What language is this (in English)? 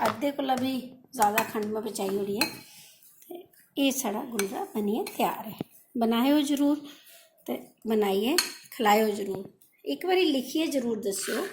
Dogri